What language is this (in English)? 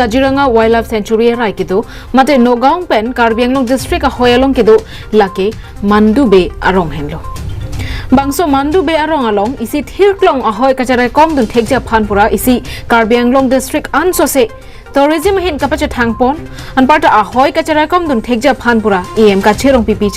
Karbi